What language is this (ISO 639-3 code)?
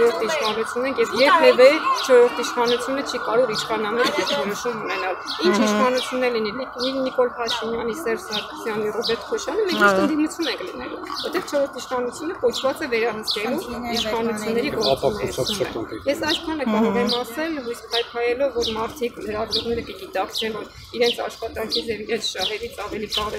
hye